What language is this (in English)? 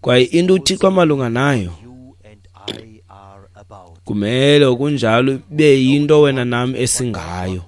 Xhosa